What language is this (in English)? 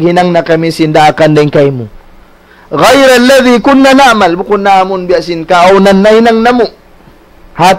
Tausug